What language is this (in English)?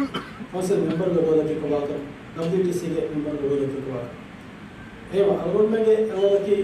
Divehi